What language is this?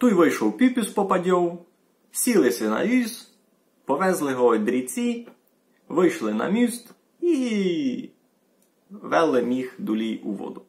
Rusyn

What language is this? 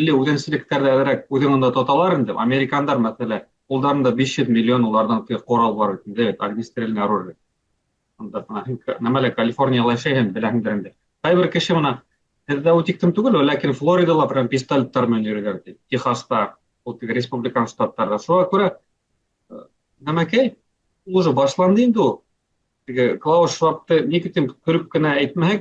Bashkir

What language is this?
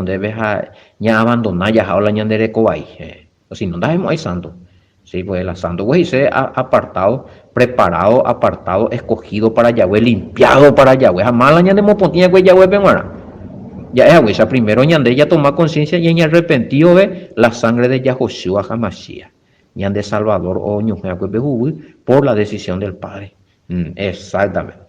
Guarani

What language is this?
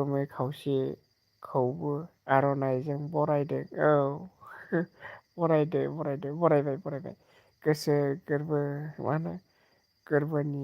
Bodo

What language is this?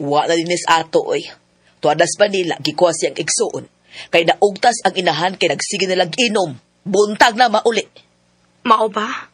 Cebuano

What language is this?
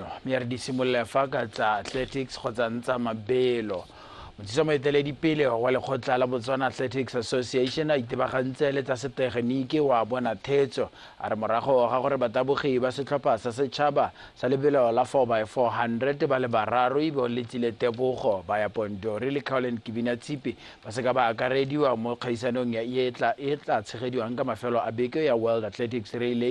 Tswana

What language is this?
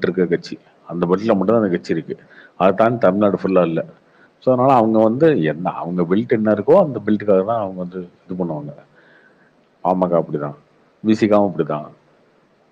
Tamil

